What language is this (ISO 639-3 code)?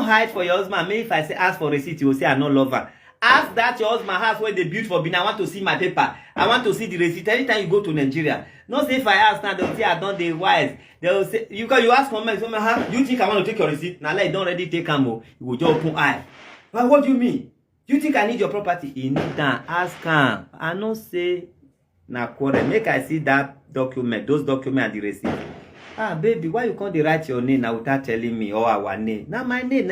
pcm